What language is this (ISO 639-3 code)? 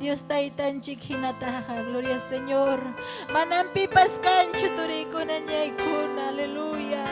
quy